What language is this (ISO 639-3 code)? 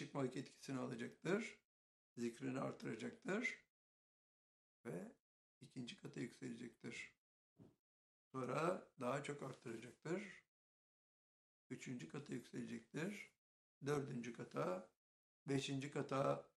tur